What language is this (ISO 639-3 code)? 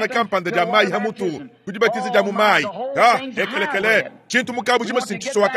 lua